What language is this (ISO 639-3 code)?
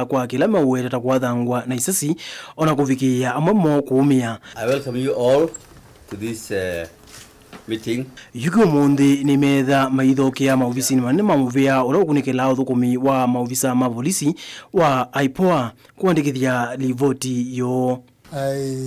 kam